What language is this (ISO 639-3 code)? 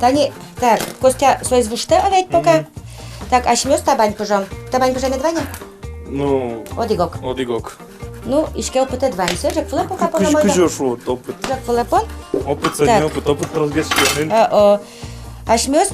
udm